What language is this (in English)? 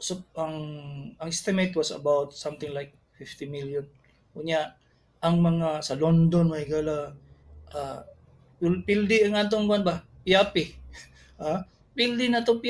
Cebuano